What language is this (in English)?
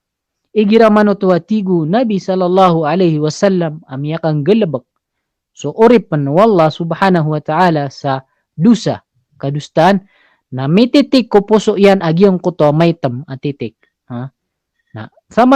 Maranao